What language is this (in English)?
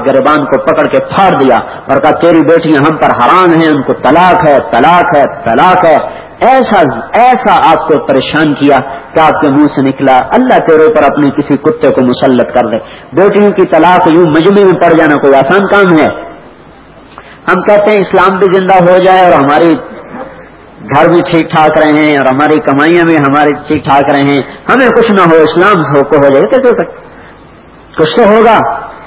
Urdu